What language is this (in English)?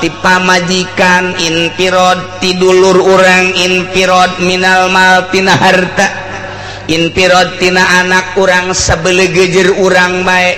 Sundanese